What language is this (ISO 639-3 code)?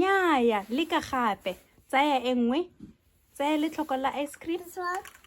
tsn